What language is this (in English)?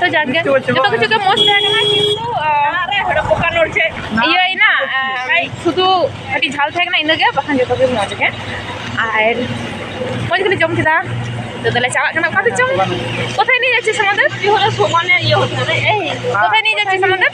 Santali